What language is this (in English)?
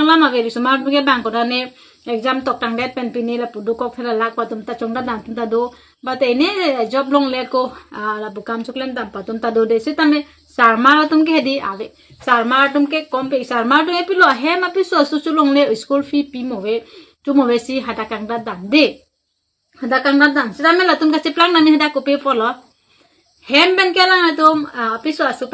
Karbi